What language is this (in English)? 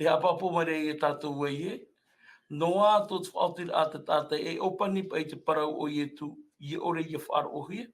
Tahitian